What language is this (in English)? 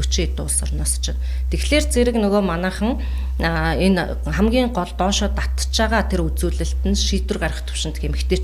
Mongolian